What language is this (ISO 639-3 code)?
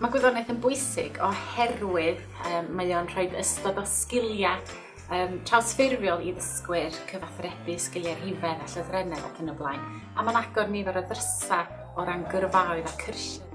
cym